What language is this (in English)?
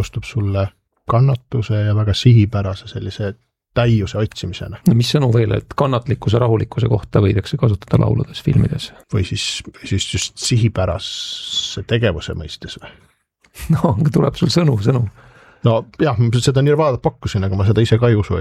Estonian